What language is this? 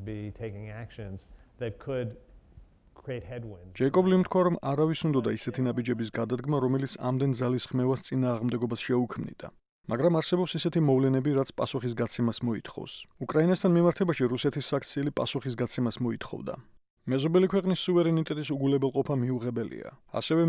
Georgian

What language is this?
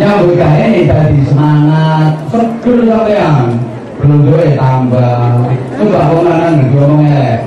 Javanese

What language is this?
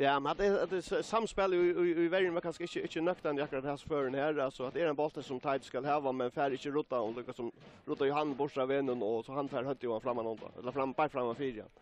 Faroese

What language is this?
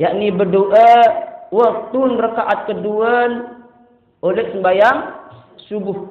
Sasak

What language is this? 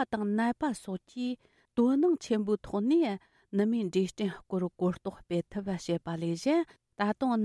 Tibetan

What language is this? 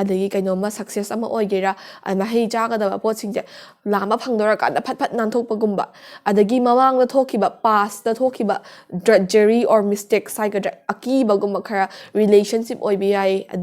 Manipuri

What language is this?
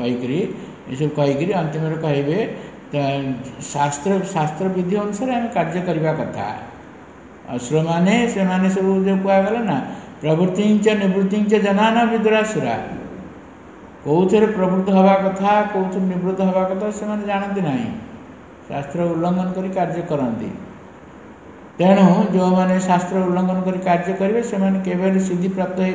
Odia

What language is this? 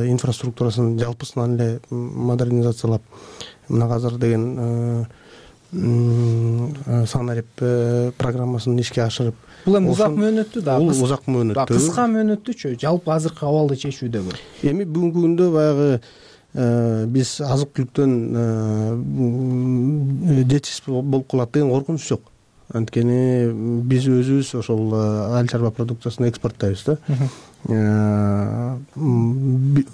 Kyrgyz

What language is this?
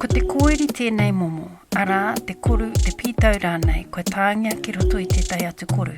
Māori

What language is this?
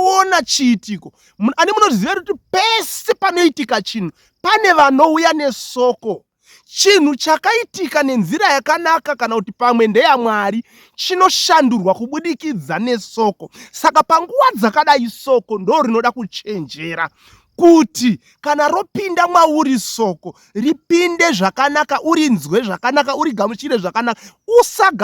Shona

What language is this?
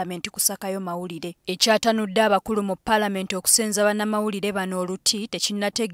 Ganda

